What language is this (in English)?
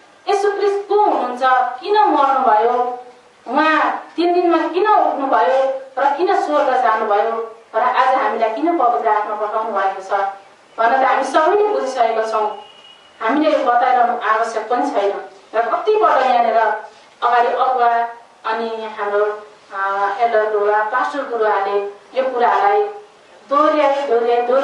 Nepali